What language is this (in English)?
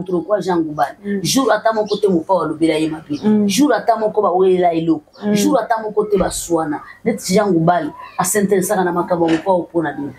Lingala